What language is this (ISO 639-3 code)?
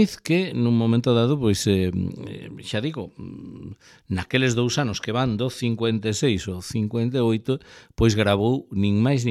glg